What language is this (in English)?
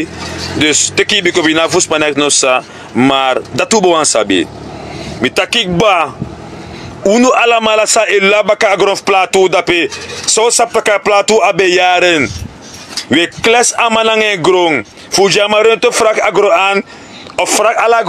Sranan Tongo